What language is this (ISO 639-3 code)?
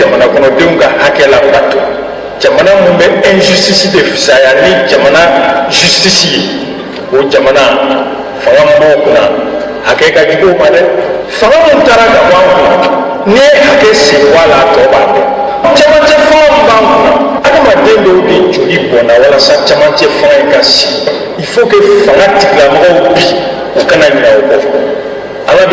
bam